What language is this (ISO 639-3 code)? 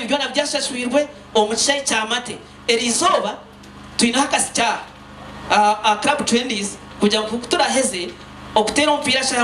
nyn